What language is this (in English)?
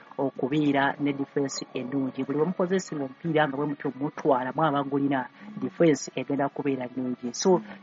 Ganda